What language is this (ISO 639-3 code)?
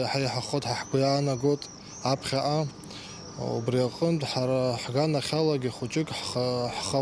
abk